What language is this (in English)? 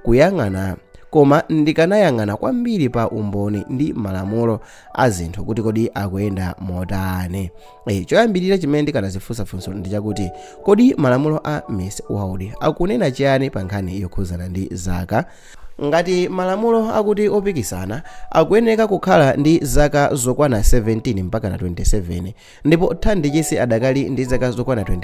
Nyanja